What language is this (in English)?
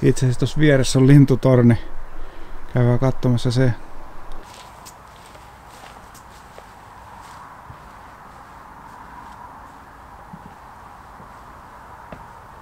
Finnish